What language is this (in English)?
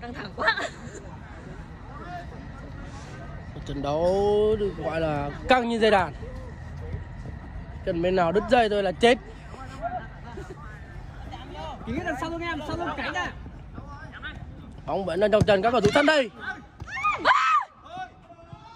Vietnamese